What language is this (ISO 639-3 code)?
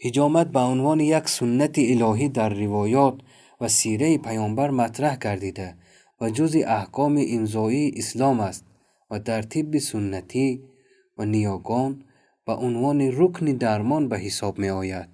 tgk